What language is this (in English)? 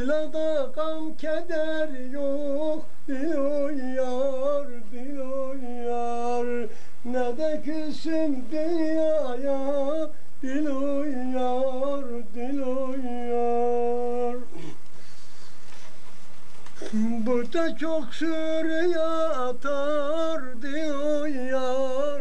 Turkish